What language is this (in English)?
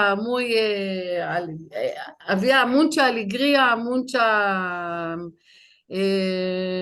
Ladino